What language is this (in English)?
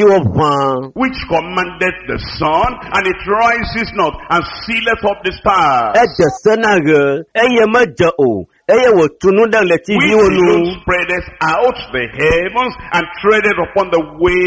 Ewe